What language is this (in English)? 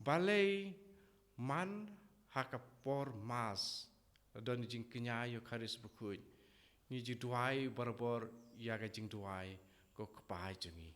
Khasi